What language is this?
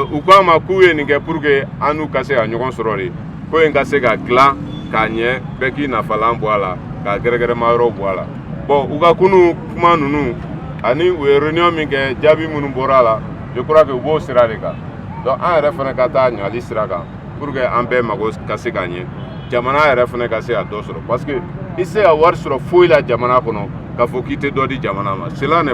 Bambara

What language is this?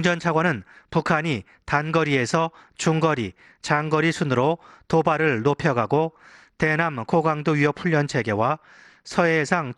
Korean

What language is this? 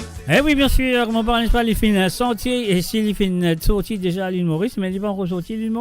Morisyen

